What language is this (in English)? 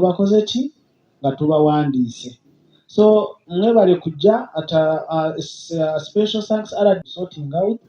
Ganda